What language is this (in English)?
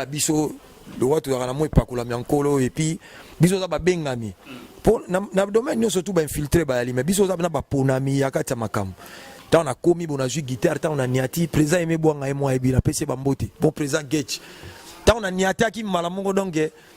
Lingala